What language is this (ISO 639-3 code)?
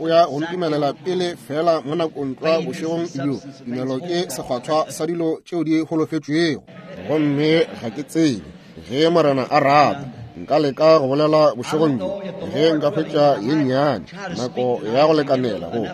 nso